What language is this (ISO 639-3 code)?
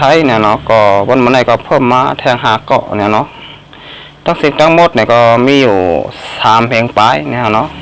shn